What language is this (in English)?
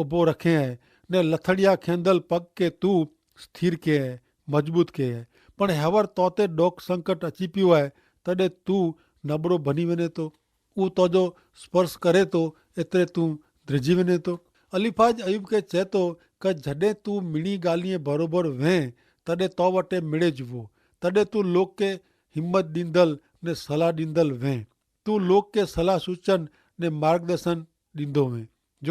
Kachhi